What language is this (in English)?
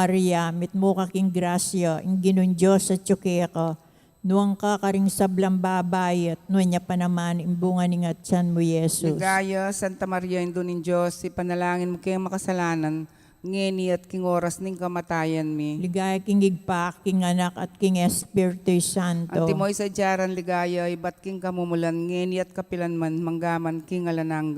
Pampanga